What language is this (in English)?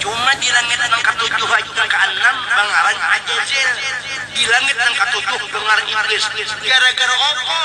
Banjar